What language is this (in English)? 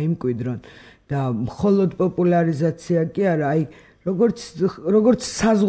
Georgian